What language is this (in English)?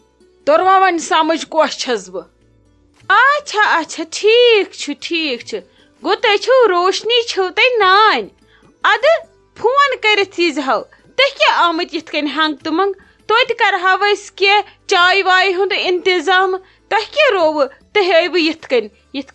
Kashmiri